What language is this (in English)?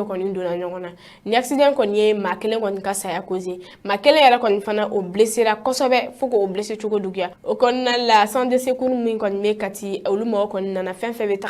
Bambara